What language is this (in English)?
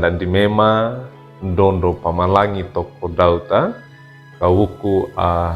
Wejewa